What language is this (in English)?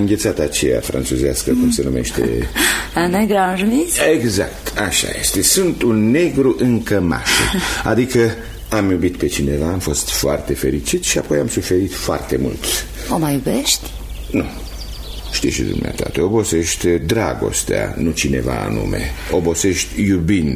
Romanian